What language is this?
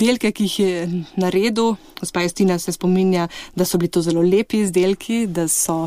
Slovenian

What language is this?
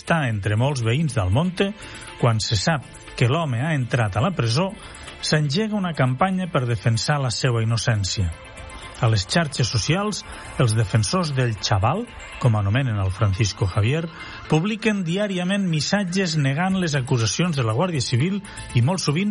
Catalan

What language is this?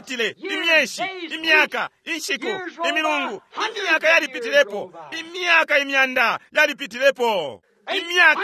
Bemba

